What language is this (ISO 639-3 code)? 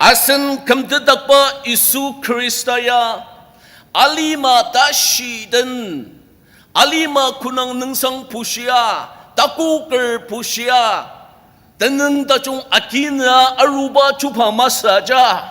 njo